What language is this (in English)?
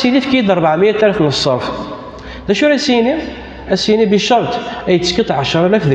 Kabyle